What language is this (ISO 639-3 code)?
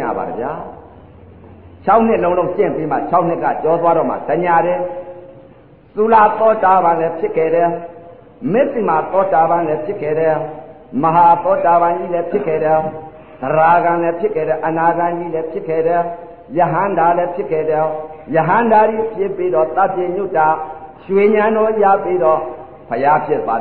mya